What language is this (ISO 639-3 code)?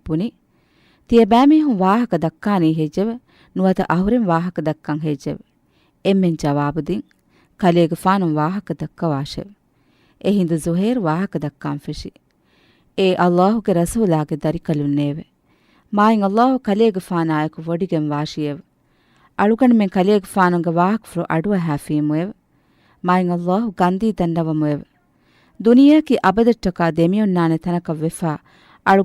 div